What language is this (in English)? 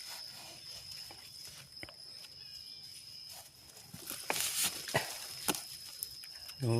Lao